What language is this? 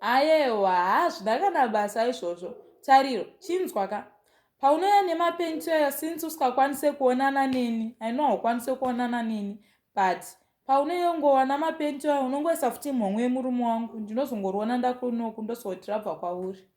Shona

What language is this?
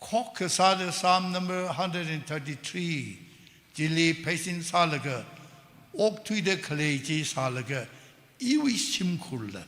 Tangkhul Naga (India)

